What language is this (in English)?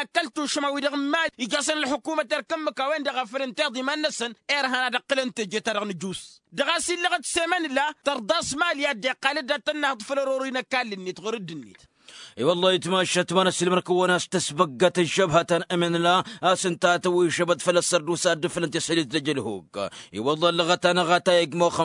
Tamasheq